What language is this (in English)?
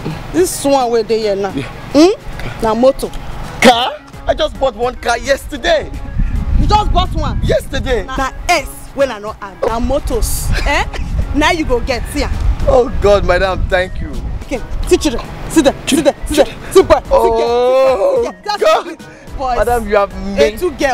Nigerian Pidgin